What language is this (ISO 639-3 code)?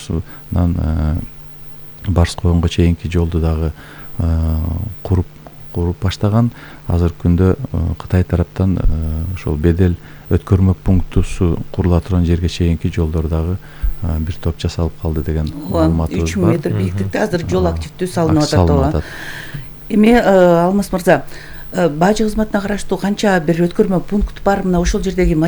kir